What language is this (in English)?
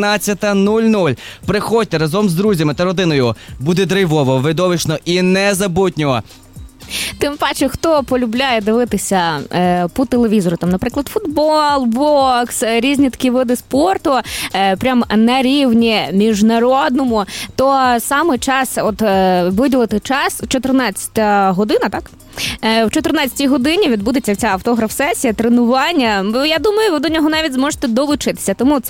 Ukrainian